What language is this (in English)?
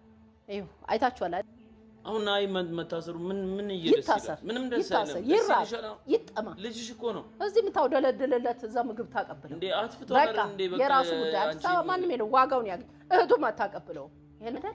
Amharic